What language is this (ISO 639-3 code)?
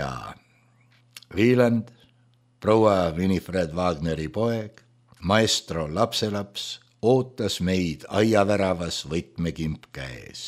est